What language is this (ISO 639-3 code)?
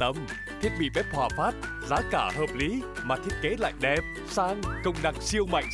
vie